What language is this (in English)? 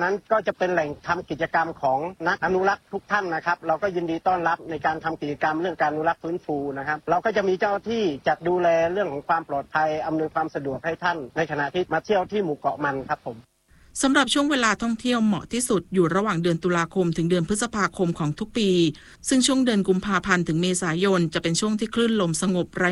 Thai